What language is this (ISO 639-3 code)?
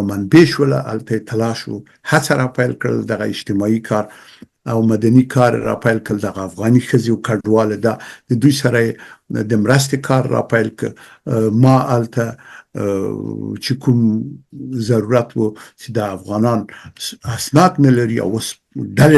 pus